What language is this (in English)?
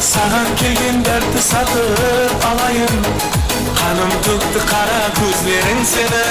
Kara-Kalpak